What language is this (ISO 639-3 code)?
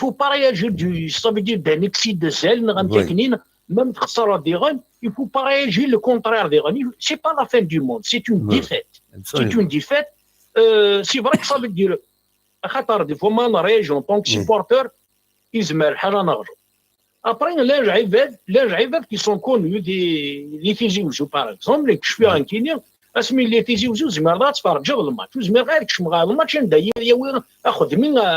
kab